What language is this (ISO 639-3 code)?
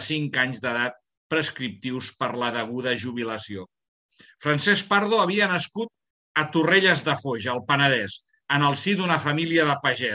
cat